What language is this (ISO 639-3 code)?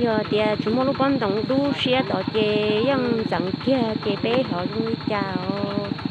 hmn